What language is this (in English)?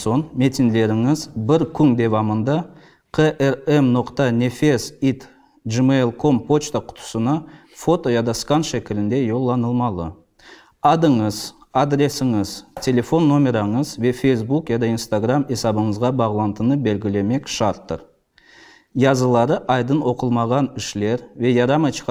Crimean Tatar